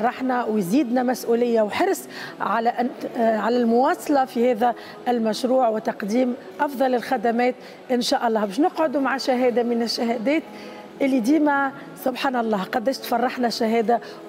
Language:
Tunisian Arabic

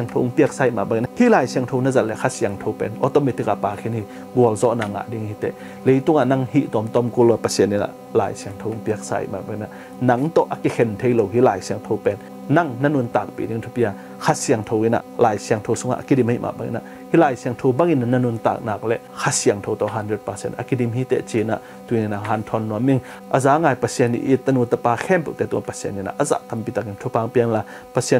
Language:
Tedim Chin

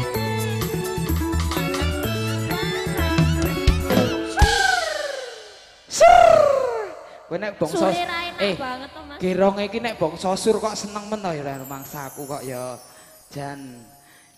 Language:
Javanese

